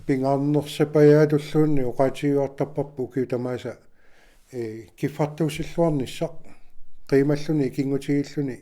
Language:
Kalaallisut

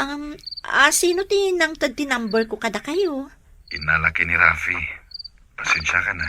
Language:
Iloko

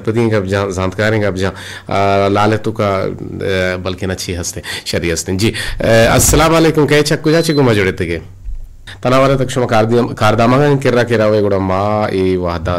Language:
Eastern Balochi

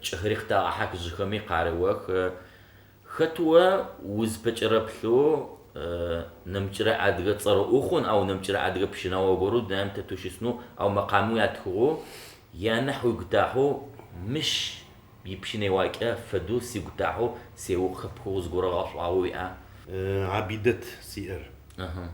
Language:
Adyghe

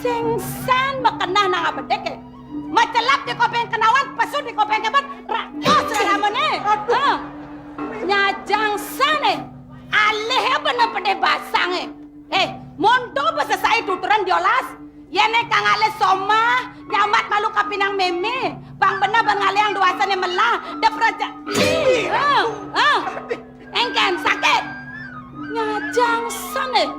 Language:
Balinese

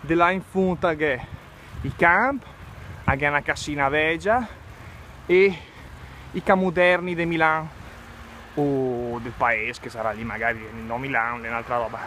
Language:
Lombard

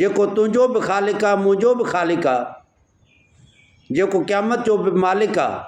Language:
Sindhi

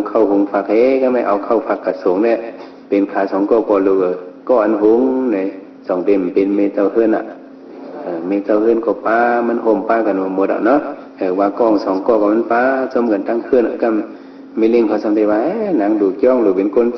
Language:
Shan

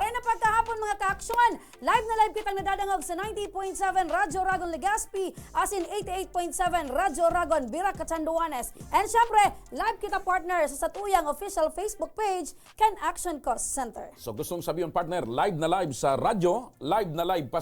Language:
Bikol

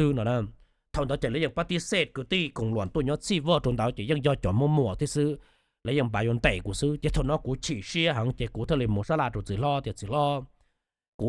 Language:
Hmong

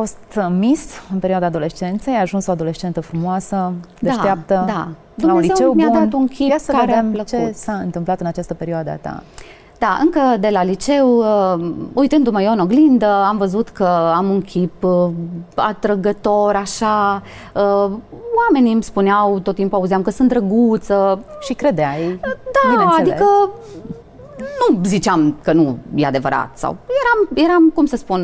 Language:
Romanian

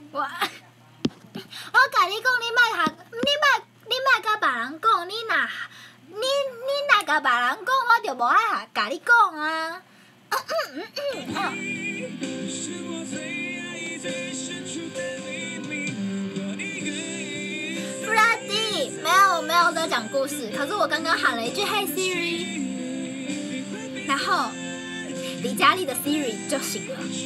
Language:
Chinese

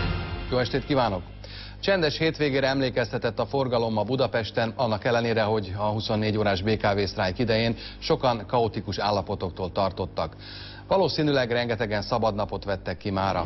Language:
Hungarian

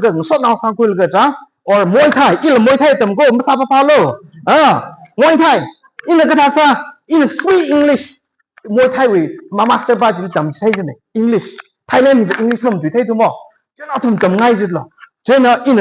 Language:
Tangkhul Naga (India)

